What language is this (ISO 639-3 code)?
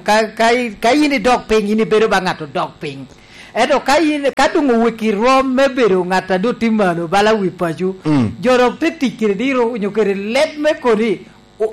laj